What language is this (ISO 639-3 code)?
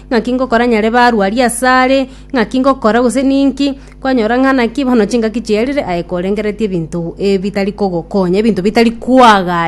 guz